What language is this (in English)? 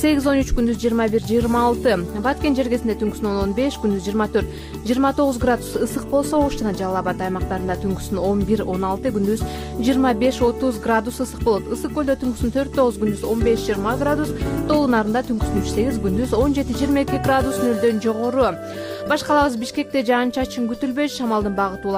Kyrgyz